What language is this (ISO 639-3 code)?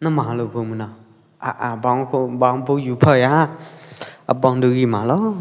kjp